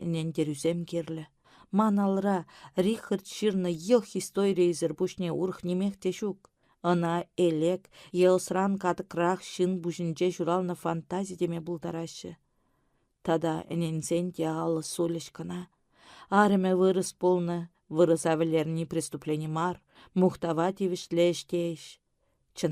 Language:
Chuvash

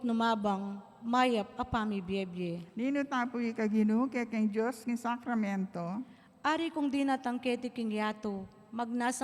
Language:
Pampanga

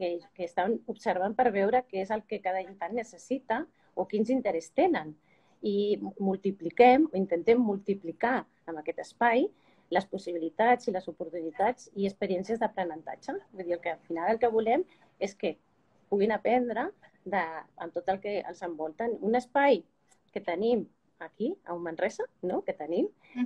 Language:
Catalan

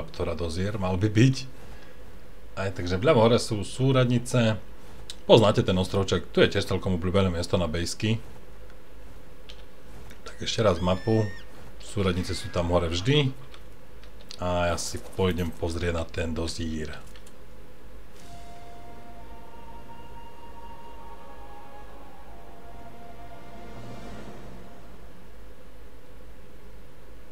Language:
Slovak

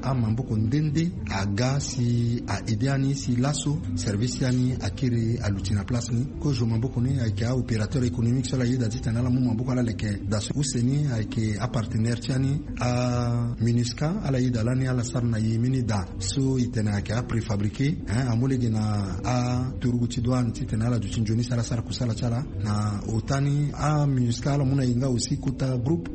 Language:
Sango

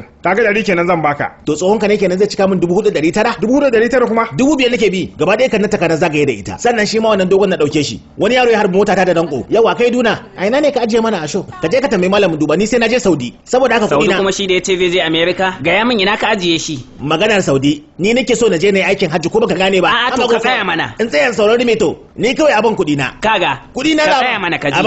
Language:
Hausa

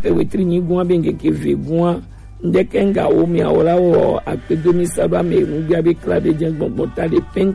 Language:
Gen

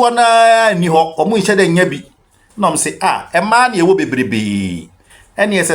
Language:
Akan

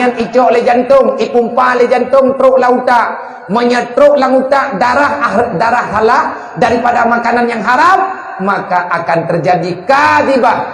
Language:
Achinese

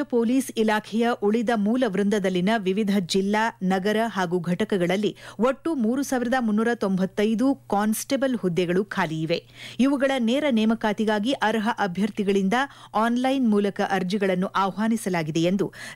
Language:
Kannada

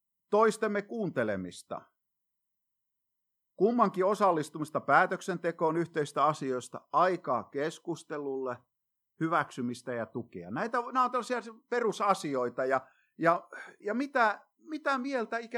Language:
Finnish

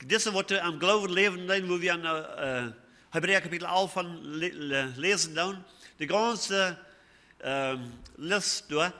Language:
Plautdietsch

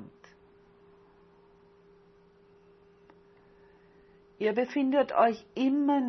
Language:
German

